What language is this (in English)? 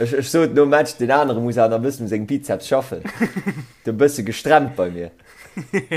Luxembourgish